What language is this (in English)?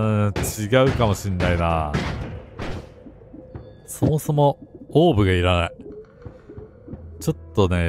Japanese